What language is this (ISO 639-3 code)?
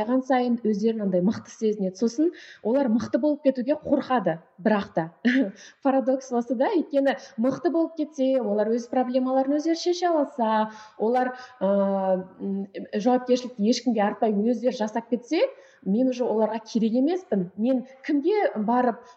kaz